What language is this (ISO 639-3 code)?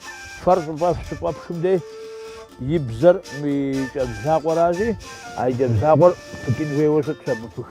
kbd